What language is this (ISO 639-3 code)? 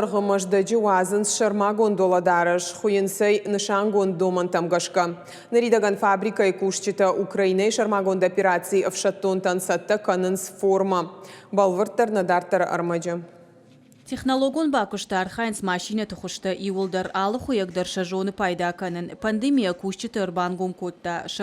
oss